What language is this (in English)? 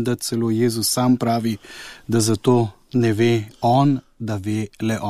Slovenian